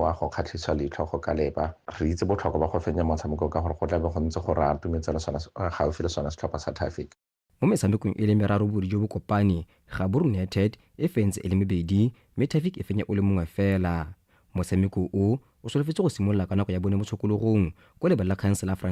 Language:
Tswana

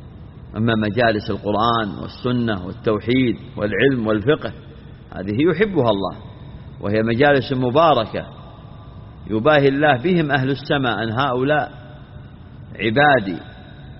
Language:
Arabic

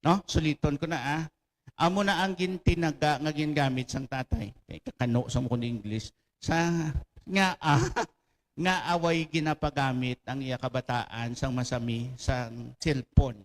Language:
Hiligaynon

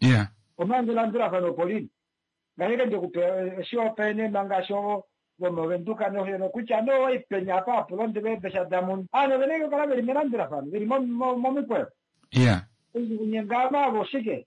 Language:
Kuanyama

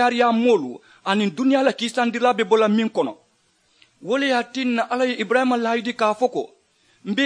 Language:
Mandingo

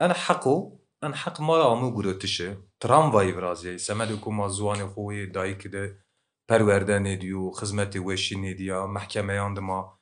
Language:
Kurdish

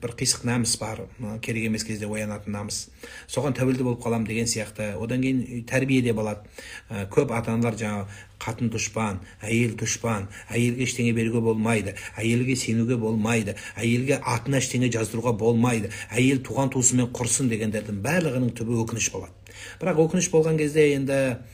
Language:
Kazakh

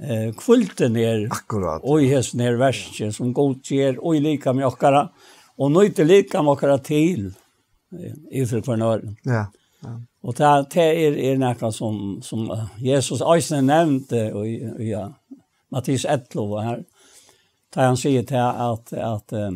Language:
Faroese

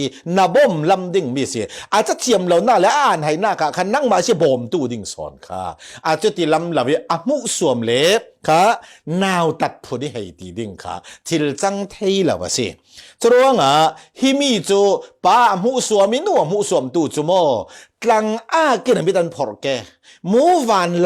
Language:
Falam Chin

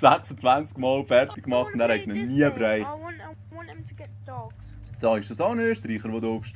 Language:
Swiss German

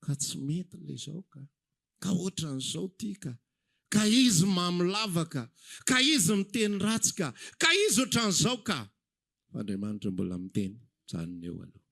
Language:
Malagasy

